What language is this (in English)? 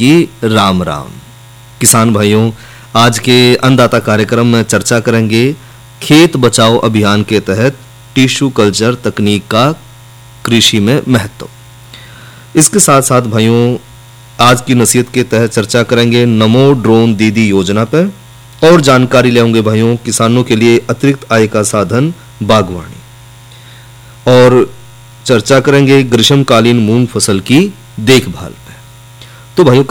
Hindi